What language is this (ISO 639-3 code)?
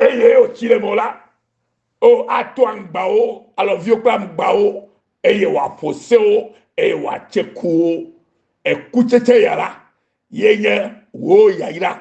ewe